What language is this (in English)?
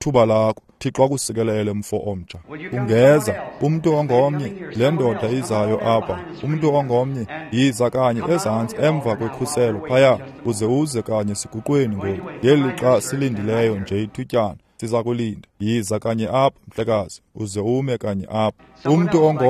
Xhosa